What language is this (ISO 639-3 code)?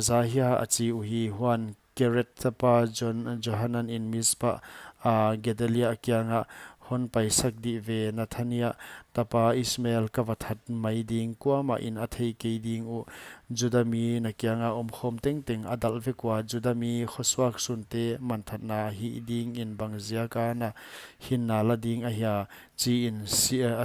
pck